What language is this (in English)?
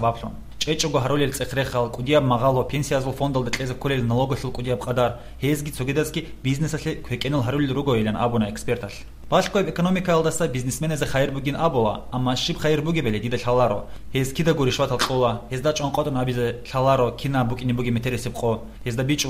Avaric